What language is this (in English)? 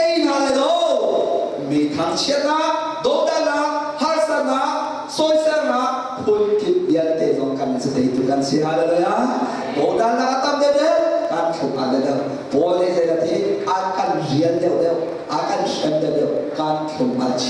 Hakha Chin